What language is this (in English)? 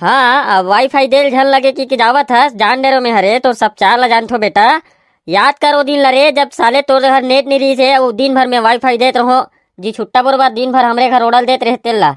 Chhattisgarhi